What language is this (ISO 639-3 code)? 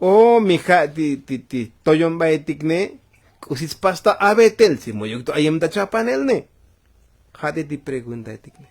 tzo